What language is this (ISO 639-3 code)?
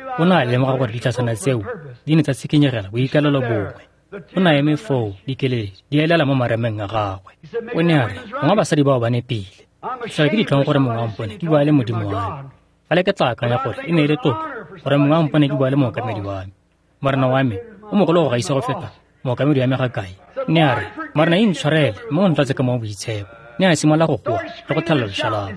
tsn